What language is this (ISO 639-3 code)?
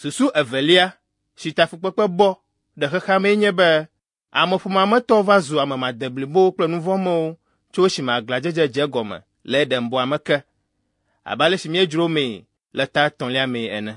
ewe